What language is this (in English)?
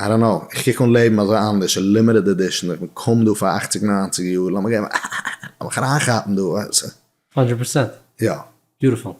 Yiddish